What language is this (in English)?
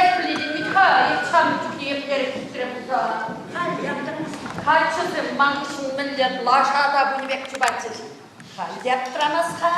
Chuvash